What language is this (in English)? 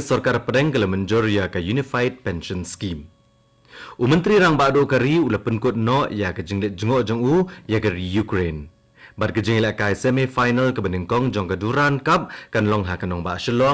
Khasi